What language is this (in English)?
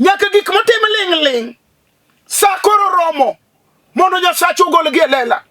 Luo (Kenya and Tanzania)